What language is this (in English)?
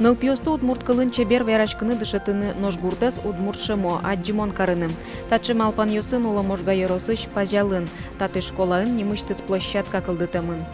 Udmurt